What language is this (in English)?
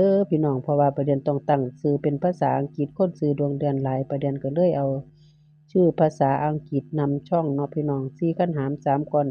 Northeastern Thai